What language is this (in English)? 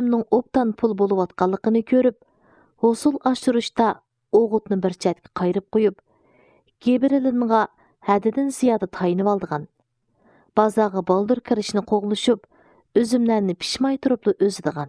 Uyghur